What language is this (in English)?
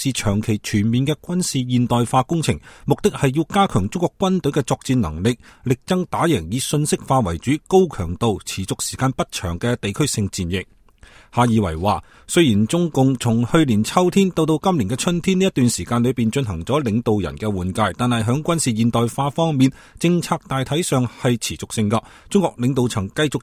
Cantonese